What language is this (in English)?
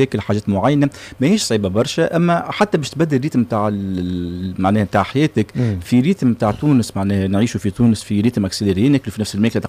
Tunisian Arabic